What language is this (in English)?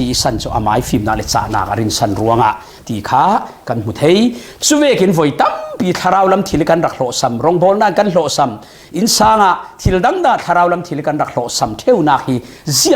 Falam Chin